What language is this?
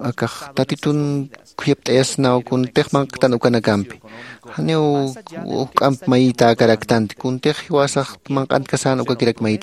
Aymara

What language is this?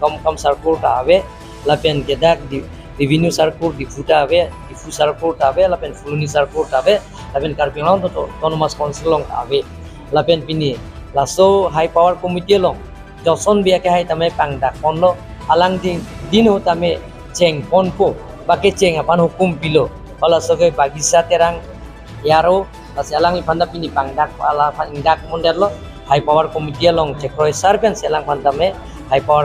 Karbi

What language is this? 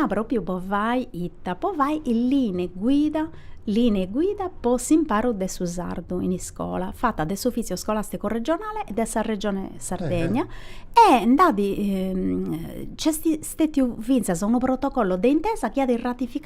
Sardinian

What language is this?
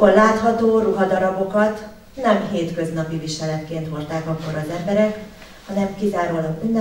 Hungarian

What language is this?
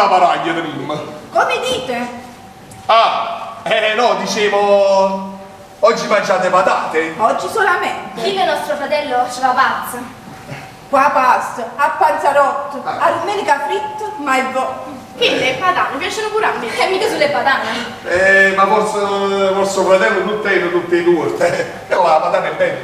Neapolitan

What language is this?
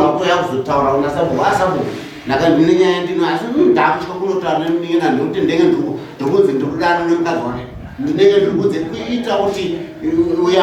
Shona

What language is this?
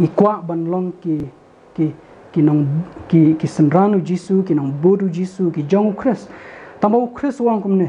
Khasi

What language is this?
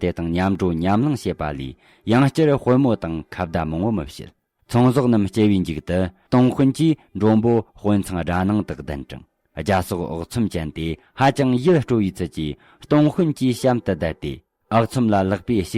Tibetan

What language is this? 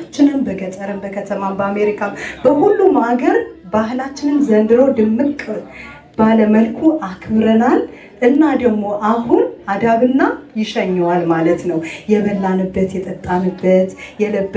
Amharic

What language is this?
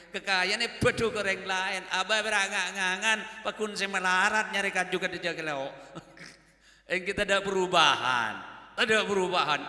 Madurese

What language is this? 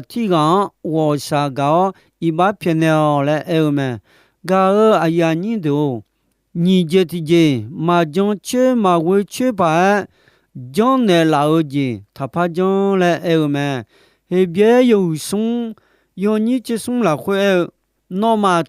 Akha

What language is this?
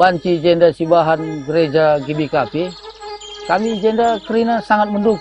Batak Karo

